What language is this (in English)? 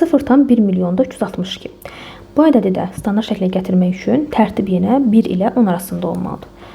Azerbaijani